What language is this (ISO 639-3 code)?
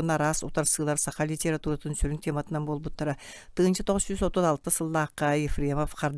sah